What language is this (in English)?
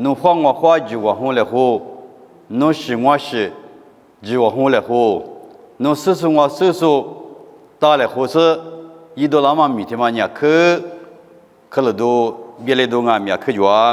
Lisu